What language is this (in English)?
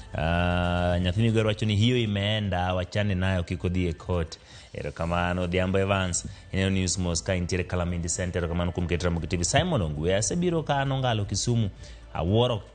Luo (Kenya and Tanzania)